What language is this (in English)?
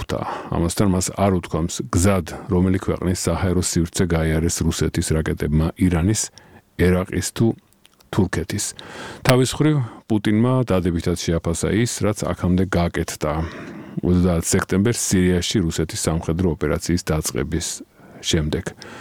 Georgian